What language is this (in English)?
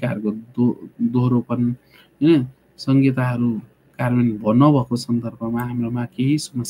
Nepali